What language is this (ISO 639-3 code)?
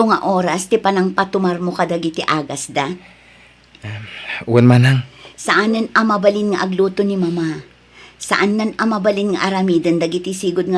ilo